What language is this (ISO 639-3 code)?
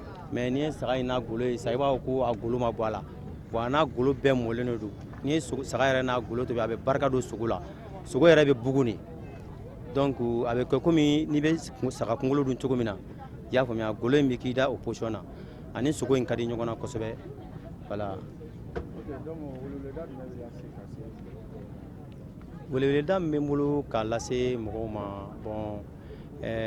bam